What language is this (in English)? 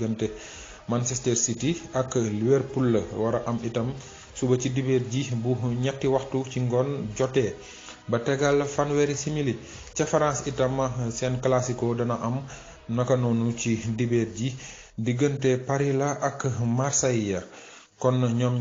Wolof